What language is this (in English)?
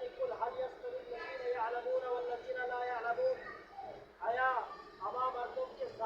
Baluchi